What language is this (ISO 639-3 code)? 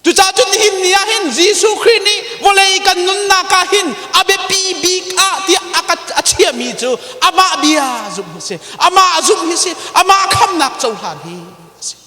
cnh